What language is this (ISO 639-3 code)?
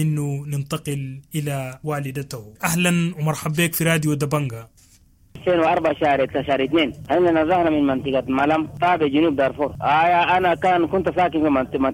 apd